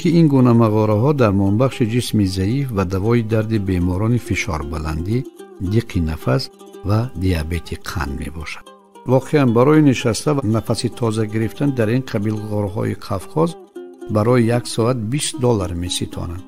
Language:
Tajik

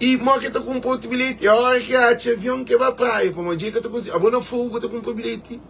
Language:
Kabuverdianu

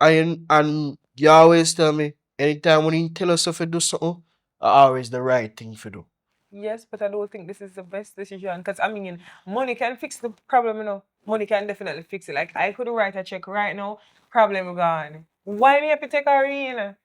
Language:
Jamaican Creole English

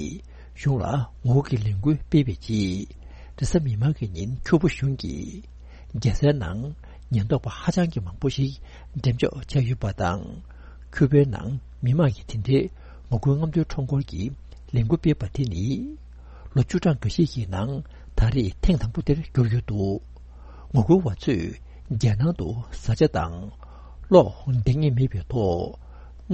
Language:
Tibetan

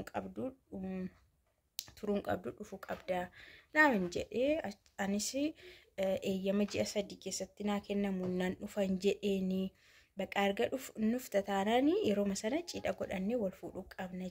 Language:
Oromo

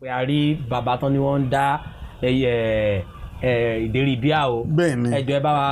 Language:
Yoruba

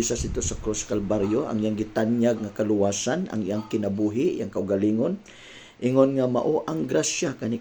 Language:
Cebuano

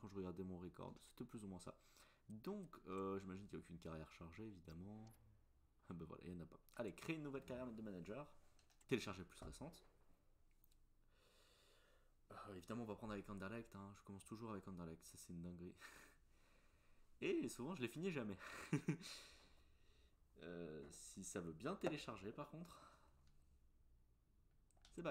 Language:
French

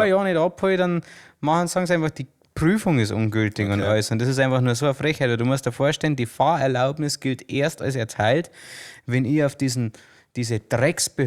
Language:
Bavarian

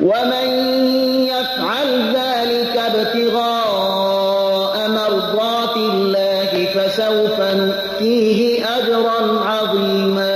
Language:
Persian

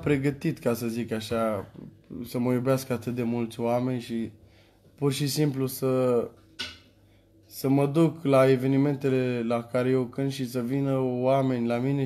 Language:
Romanian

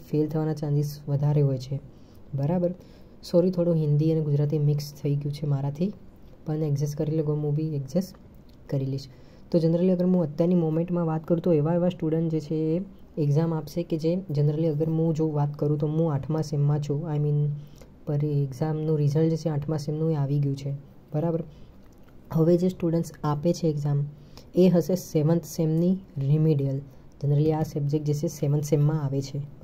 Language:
Gujarati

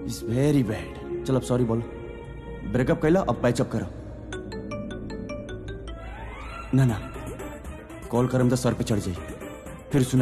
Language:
Bhojpuri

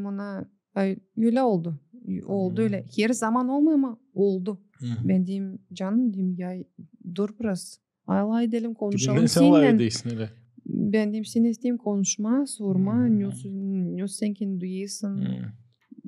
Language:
Gagauz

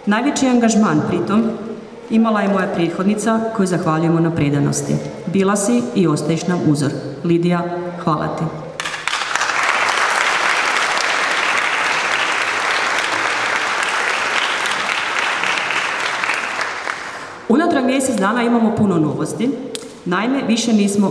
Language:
Croatian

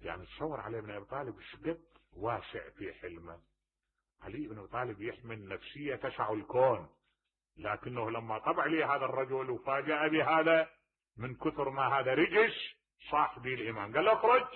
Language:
Mesopotamian Arabic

